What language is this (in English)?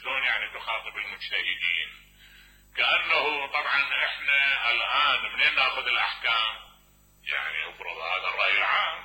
Mesopotamian Arabic